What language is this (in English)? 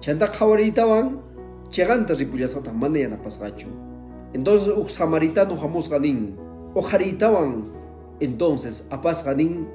Quechua